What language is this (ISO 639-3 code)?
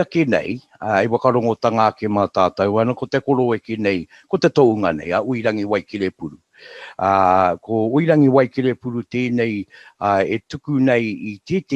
mri